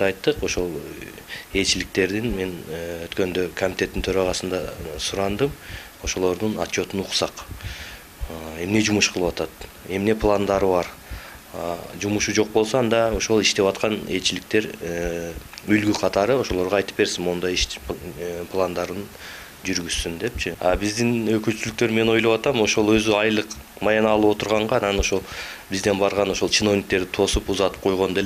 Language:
Kyrgyz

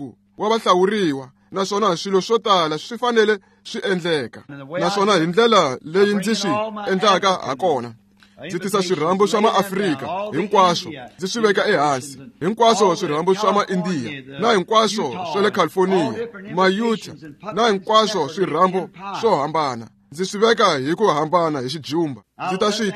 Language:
Tsonga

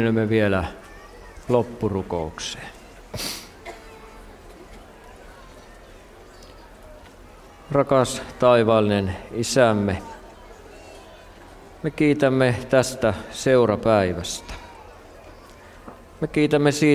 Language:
Finnish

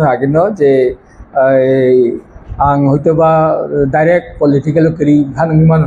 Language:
Kok Borok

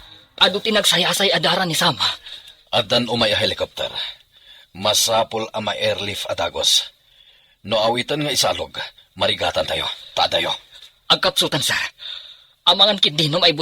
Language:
Iloko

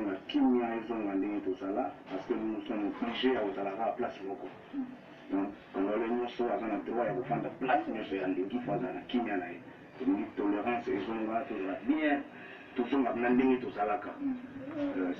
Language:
Lingala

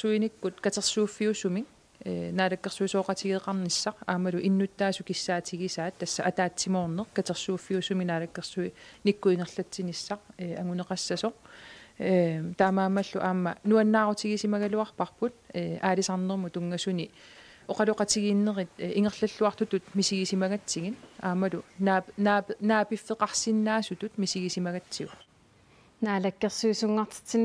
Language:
Kalaallisut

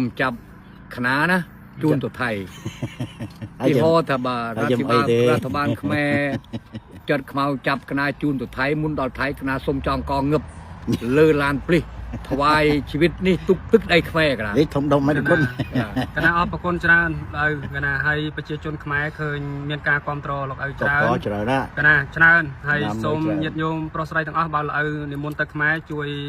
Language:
Khmer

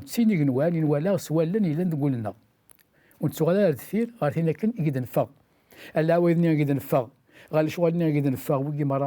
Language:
Kabyle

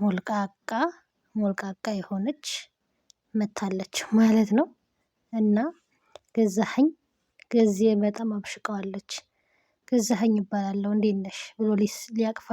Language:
Amharic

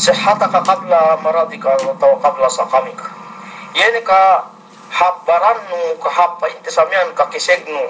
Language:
Yakan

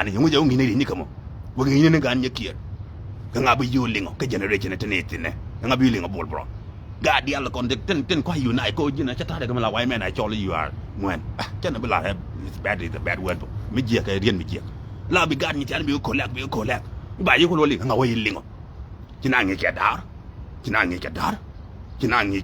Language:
Nuer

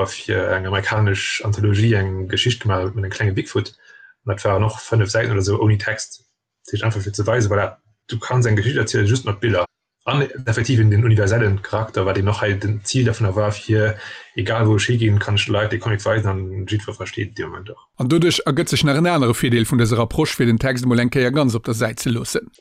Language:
Luxembourgish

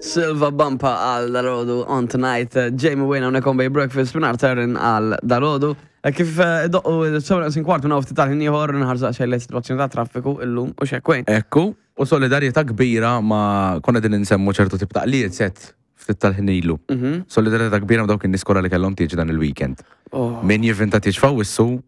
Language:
Maltese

